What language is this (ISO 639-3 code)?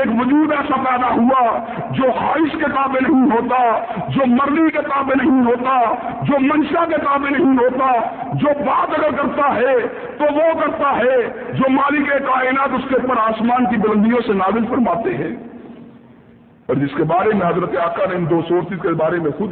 urd